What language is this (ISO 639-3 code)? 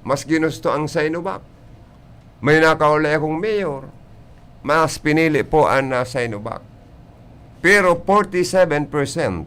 bik